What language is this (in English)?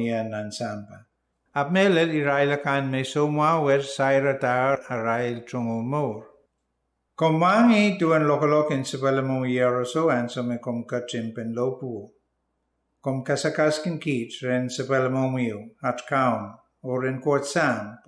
Pohnpeian